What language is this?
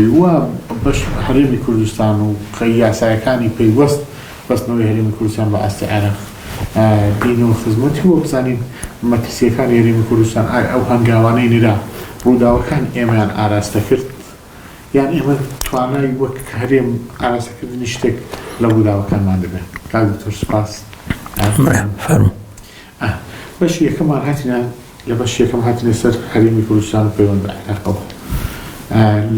Central Kurdish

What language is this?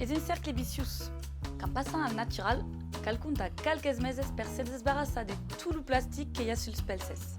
Occitan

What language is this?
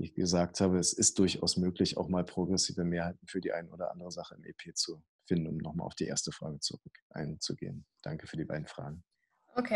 German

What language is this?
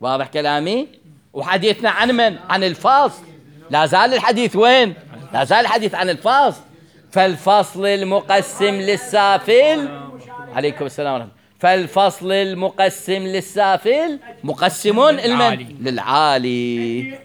Mesopotamian Arabic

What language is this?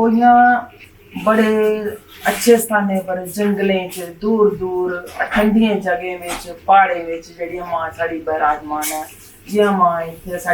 Dogri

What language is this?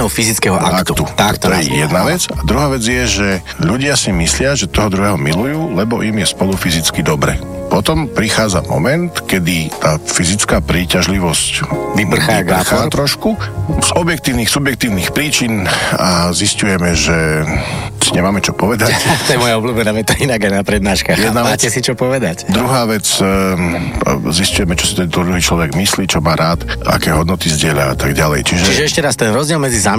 Slovak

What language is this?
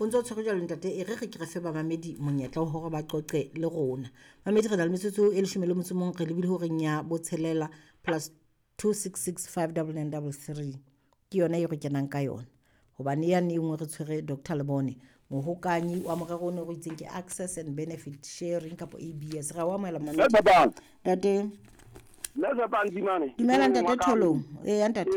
Southern Sotho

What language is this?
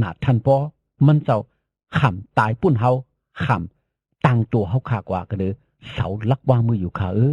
Shan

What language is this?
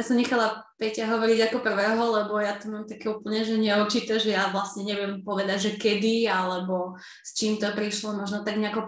Slovak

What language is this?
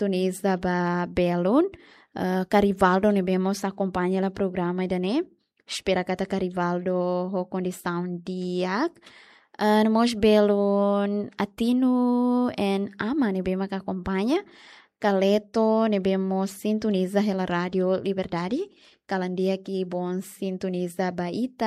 Tetum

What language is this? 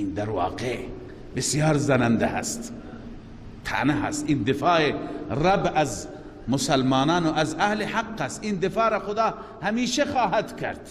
Persian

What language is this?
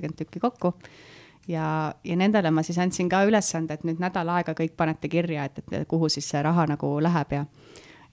Estonian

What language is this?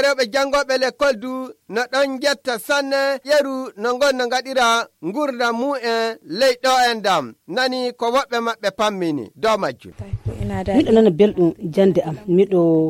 Nigerian Fulfulde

